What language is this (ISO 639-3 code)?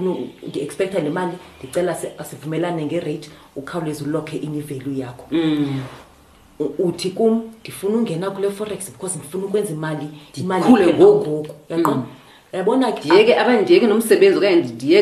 xho